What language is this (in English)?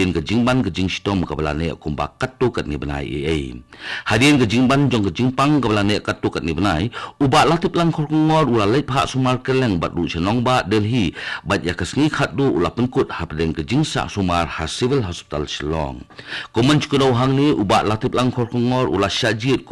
Khasi